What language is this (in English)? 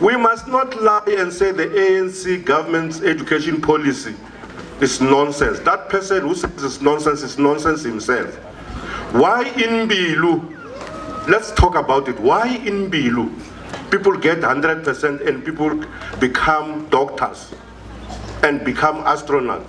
Venda